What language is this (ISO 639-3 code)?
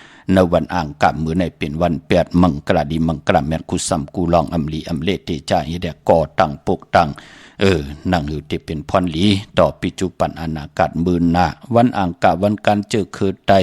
shn